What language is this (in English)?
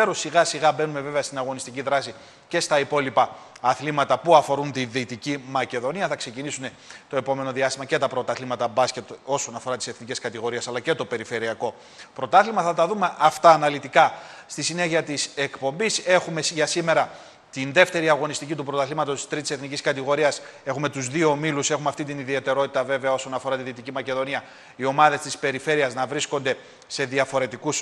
Greek